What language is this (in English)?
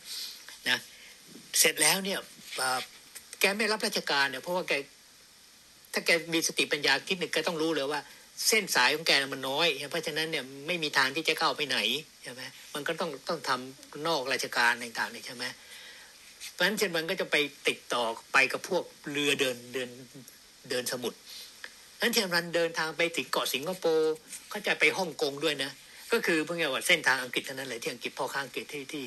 Thai